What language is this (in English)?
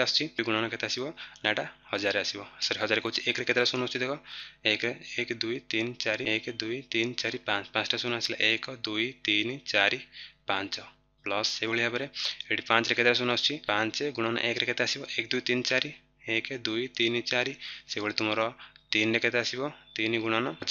Odia